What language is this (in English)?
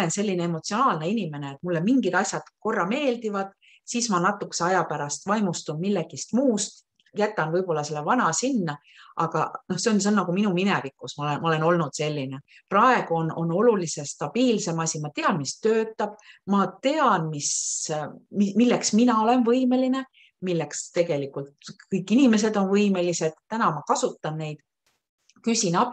Estonian